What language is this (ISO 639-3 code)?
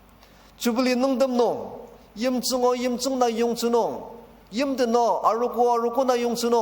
njo